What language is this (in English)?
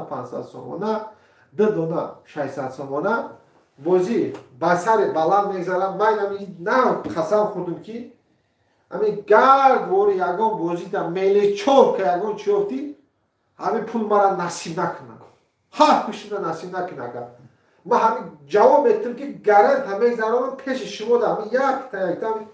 Tajik